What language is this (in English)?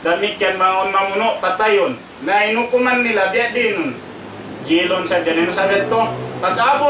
Tausug